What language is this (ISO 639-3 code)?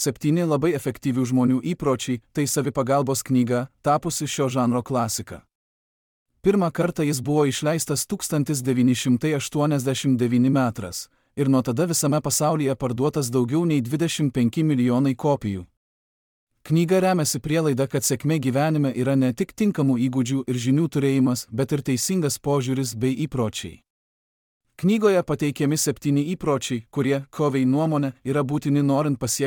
lit